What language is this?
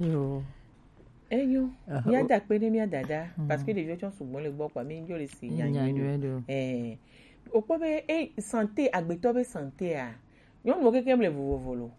Gen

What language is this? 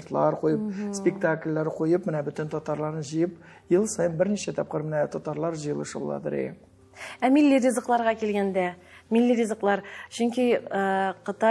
Tatar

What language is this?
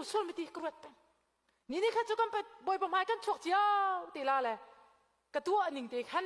Hakha Chin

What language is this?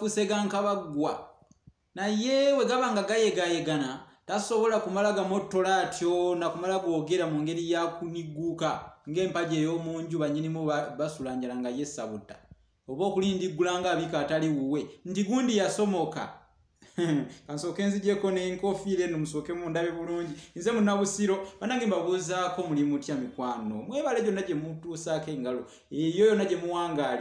Ganda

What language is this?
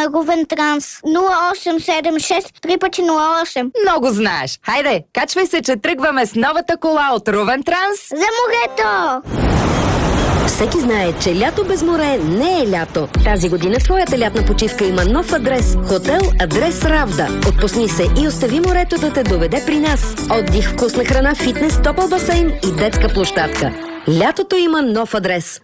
Bulgarian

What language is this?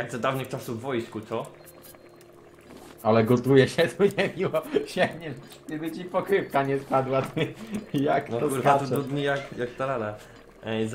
Polish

